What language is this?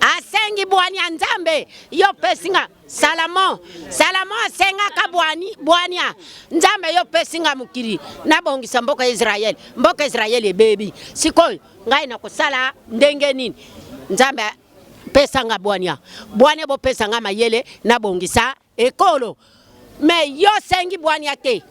Lingala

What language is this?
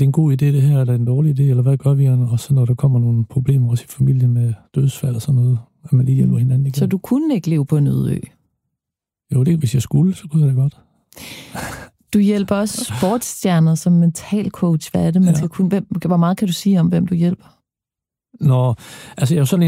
Danish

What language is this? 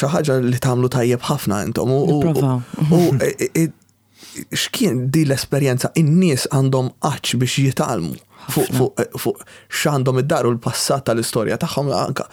Maltese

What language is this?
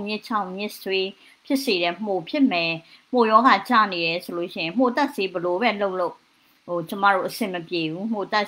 Burmese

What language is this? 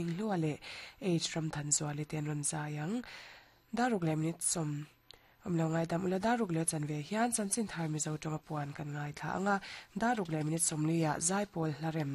Mizo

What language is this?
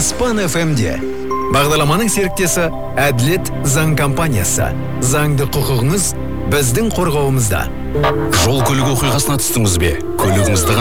Kazakh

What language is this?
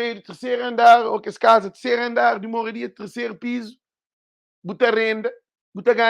Kabuverdianu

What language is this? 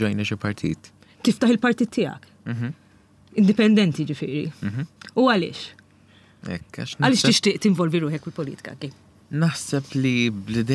Maltese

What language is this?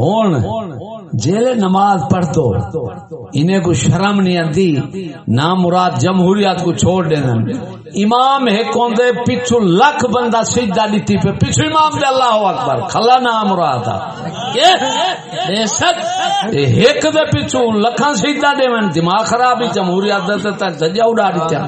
Saraiki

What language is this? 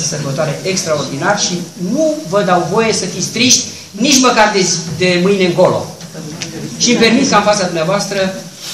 Romanian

